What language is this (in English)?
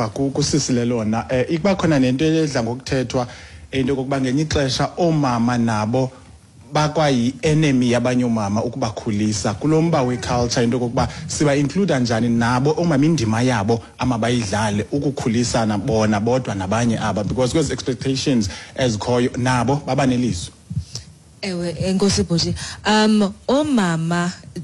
Xhosa